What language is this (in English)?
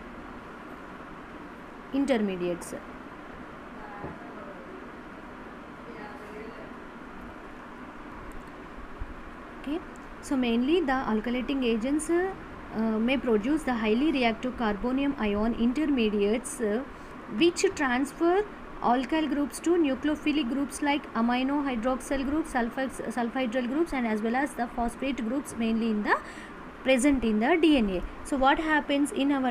English